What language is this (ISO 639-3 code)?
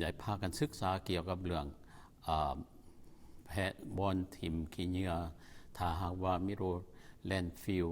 lao